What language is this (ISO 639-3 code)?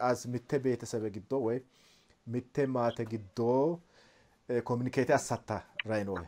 sid